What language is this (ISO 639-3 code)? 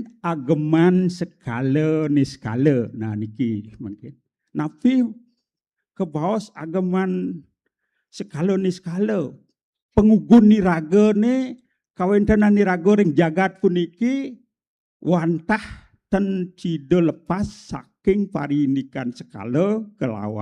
ban